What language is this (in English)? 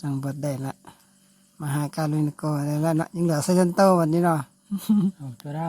Pali